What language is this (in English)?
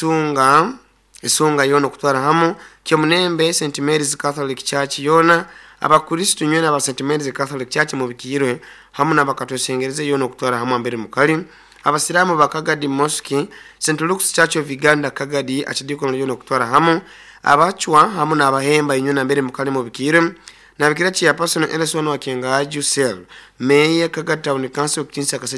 Nyoro